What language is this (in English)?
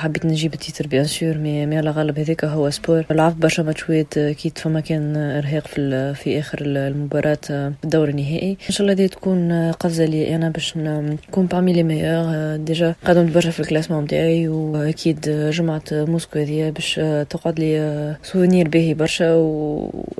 Tunisian Arabic